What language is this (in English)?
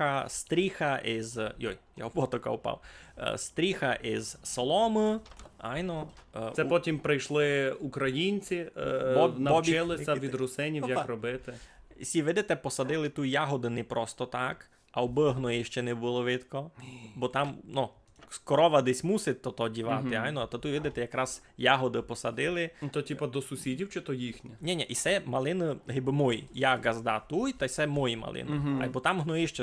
Rusyn